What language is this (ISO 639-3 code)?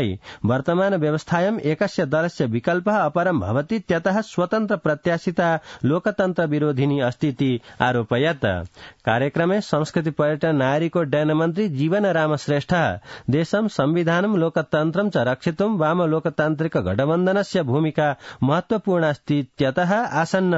san